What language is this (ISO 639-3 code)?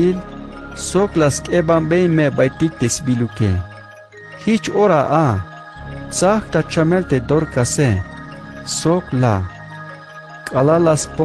tzh